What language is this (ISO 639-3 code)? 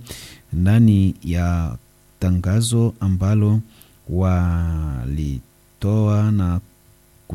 swa